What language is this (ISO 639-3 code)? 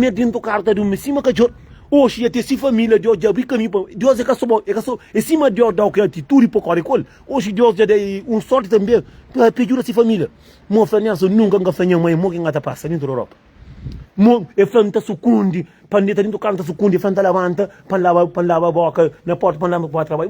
kea